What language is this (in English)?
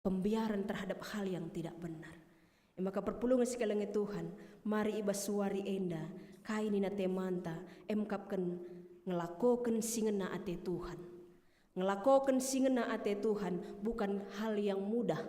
Batak Karo